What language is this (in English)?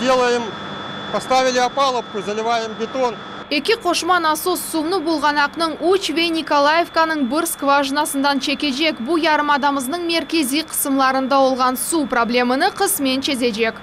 Crimean Tatar